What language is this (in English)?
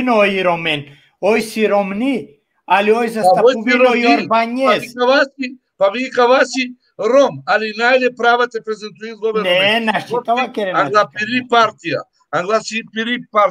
Balkan Romani